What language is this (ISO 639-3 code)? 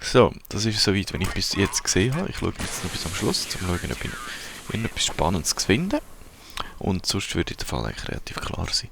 gsw